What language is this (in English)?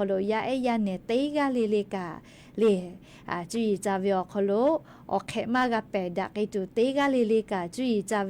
Lahu